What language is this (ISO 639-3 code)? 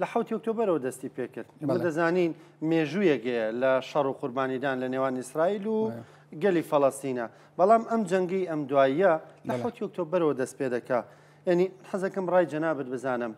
ckb